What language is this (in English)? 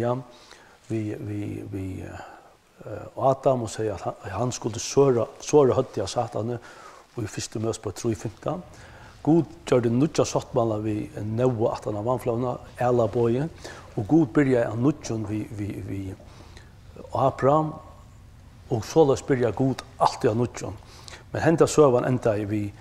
Faroese